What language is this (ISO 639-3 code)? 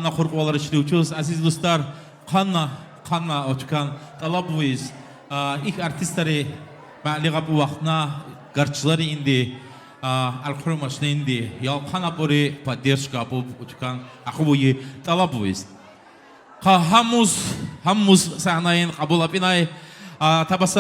tab